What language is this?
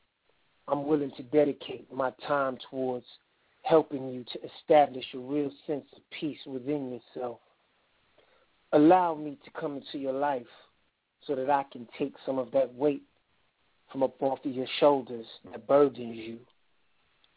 English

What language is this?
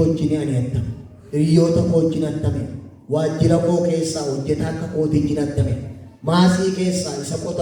Oromo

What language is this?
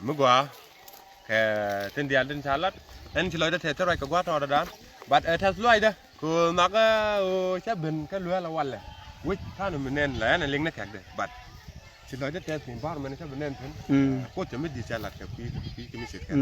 Nuer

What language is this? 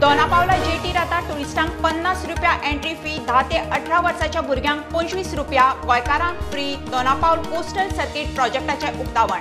Konkani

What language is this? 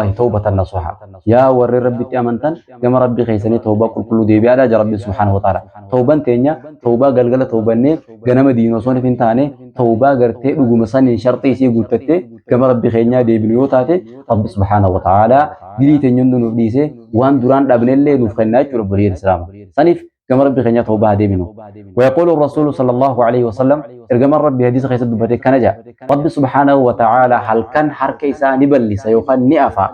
Oromo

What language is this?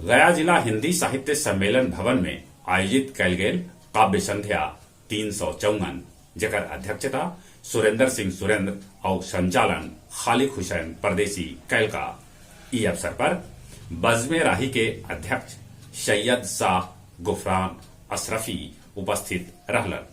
Magahi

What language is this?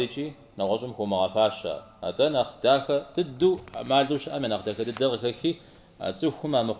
Kabardian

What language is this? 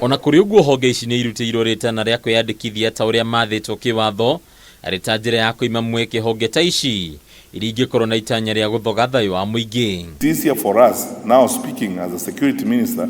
Kikuyu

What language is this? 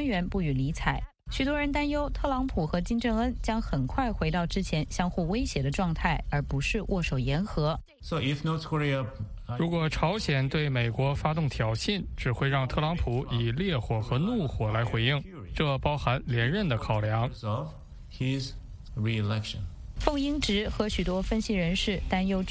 Chinese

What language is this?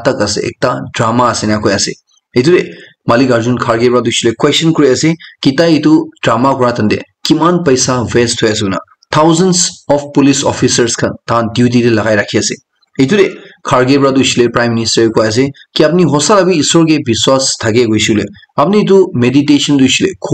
Naga Pidgin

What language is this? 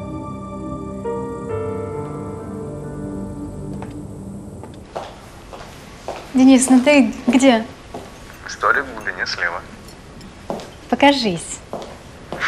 Russian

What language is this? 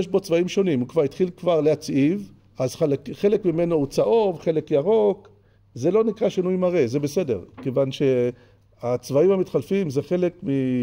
Hebrew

